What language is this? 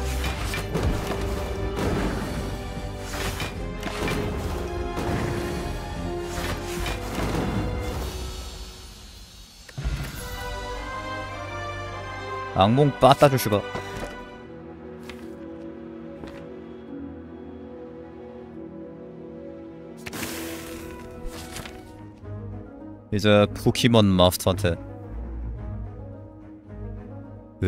Korean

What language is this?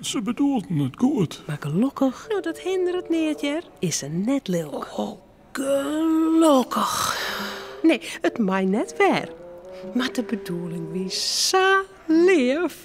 Western Frisian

